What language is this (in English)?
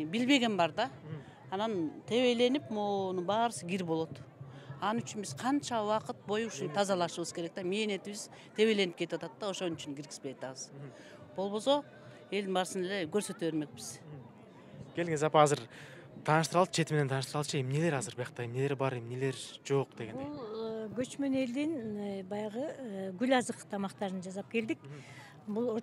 Kyrgyz